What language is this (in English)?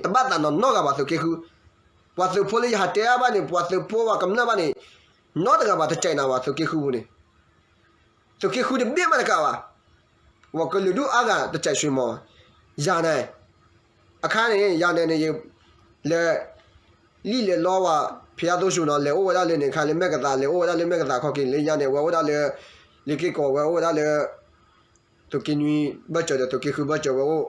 S'gaw Karen